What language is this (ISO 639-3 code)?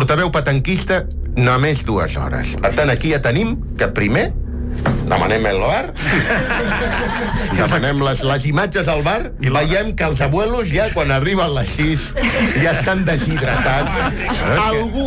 cat